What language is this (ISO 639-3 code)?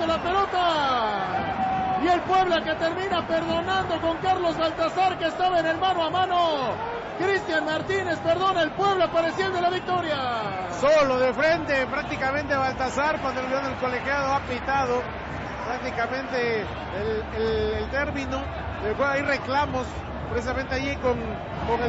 spa